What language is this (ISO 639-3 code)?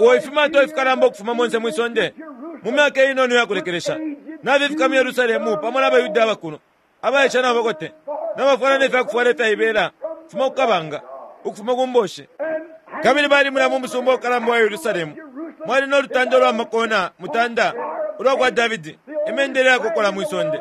bem